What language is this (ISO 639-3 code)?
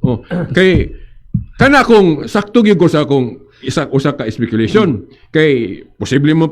ceb